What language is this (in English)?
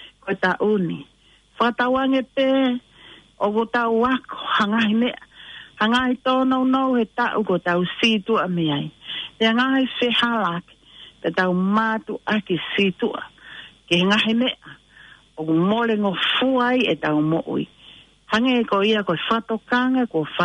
Tongan